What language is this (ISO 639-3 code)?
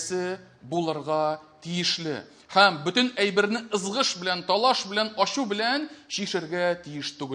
tat